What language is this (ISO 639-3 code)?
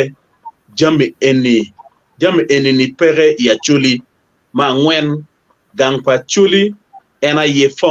ach